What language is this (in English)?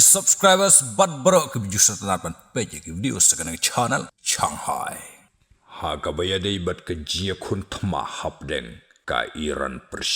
Khasi